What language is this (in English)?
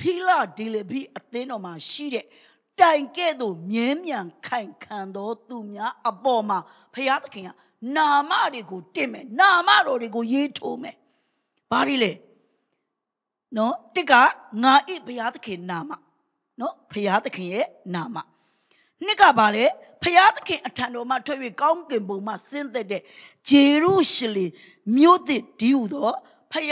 Burmese